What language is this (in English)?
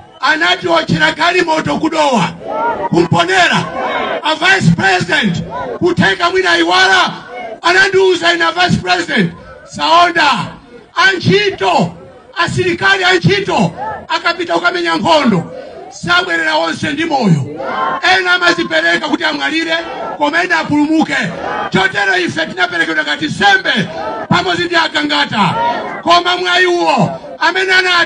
Nyanja